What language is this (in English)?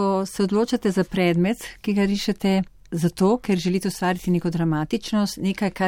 Slovenian